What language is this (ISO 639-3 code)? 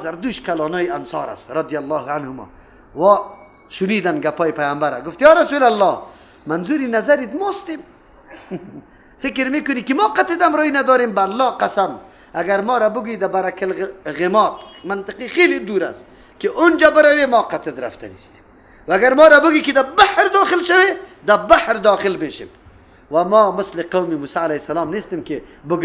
fas